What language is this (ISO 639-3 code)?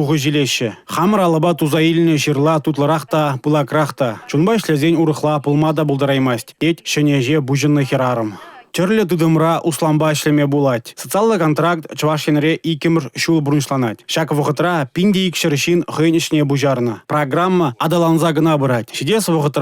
chv